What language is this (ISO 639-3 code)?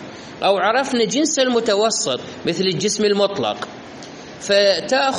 acm